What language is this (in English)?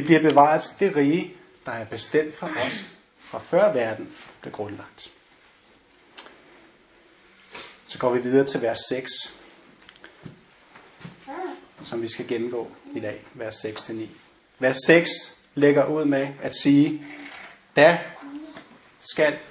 Danish